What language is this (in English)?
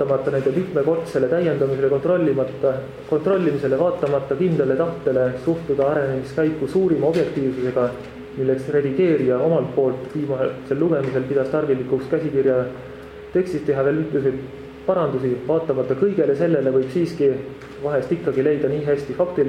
Estonian